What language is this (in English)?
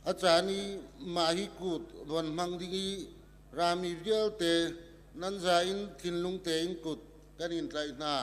Hakha Chin